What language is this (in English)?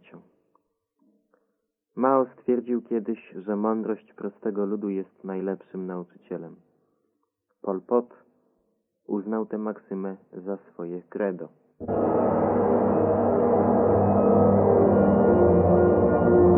Polish